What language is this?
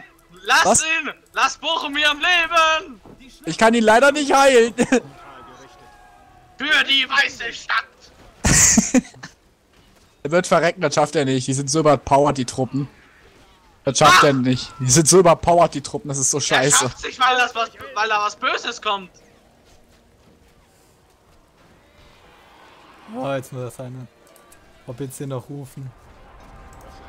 German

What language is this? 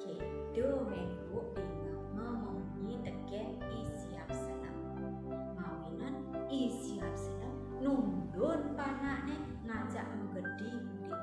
Balinese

